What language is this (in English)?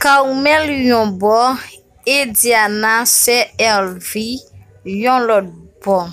Haitian Creole